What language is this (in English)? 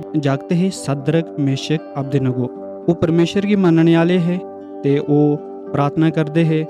Dogri